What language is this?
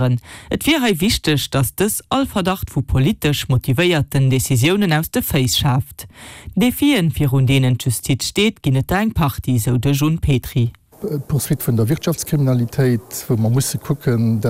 Luxembourgish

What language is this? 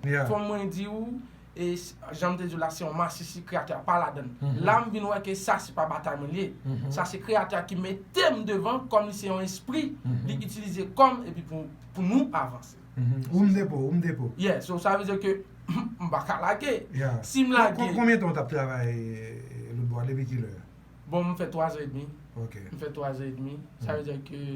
Haitian Creole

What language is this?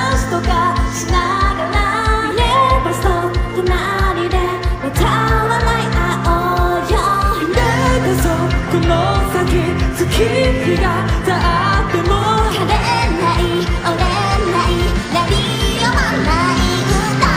Japanese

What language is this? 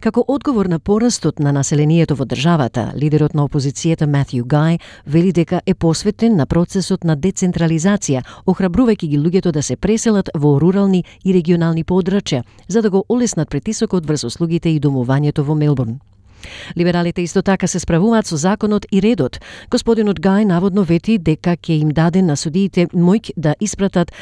Macedonian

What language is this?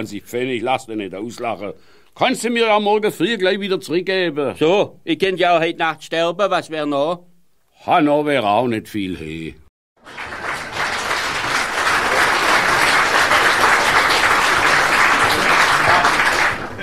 German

